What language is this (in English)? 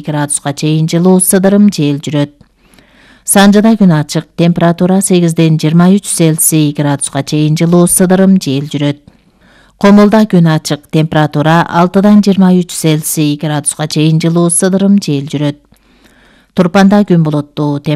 Kyrgyz